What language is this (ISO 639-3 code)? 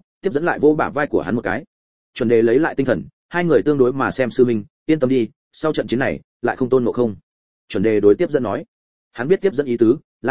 vie